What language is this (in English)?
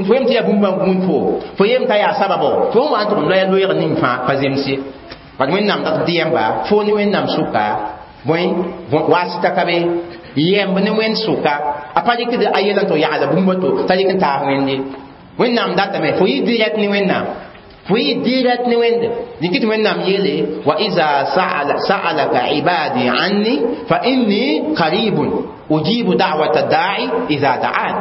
Mossi